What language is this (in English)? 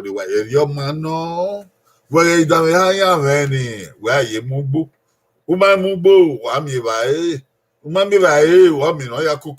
Bini